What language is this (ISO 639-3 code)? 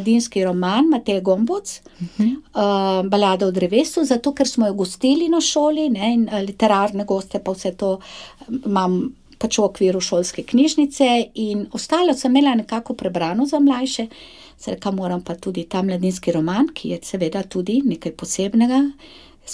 slv